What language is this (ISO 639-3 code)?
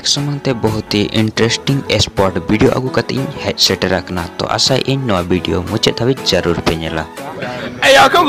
sat